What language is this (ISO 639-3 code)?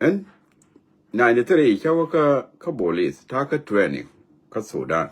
nus